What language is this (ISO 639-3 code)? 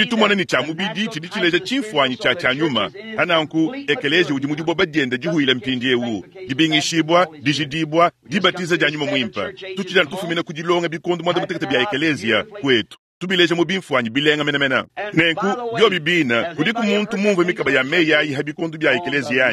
lua